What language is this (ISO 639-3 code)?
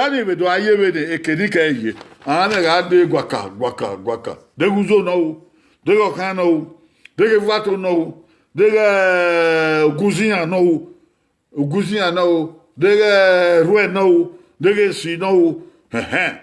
bin